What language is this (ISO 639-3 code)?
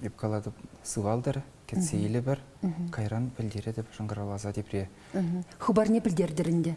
chv